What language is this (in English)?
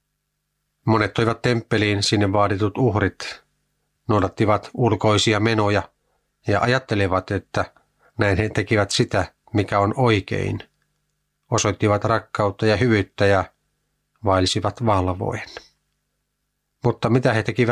Finnish